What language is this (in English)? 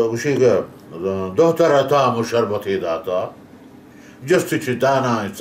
Baluchi